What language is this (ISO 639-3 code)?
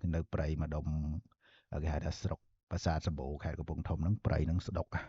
khm